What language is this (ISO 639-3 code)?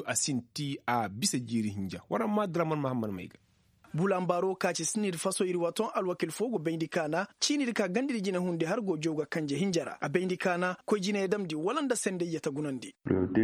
ses